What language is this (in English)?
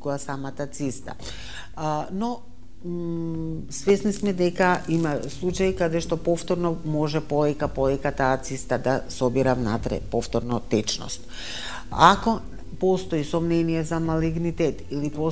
Macedonian